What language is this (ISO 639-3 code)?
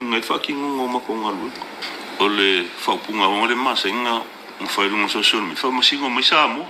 smo